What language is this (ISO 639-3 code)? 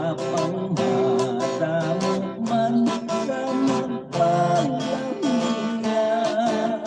hil